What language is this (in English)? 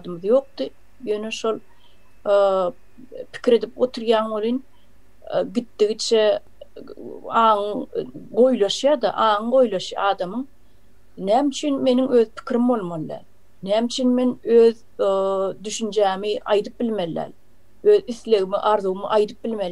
Turkmen